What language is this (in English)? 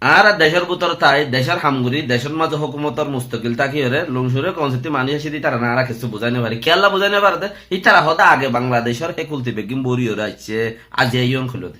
Rohingya